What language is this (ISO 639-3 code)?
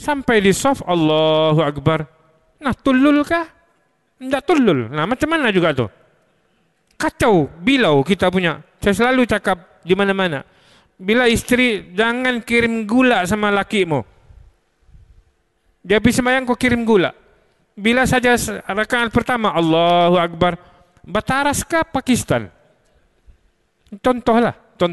msa